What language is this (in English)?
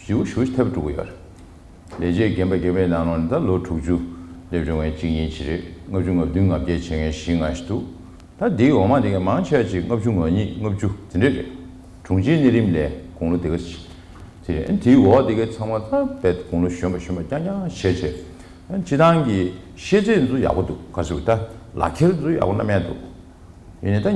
Tibetan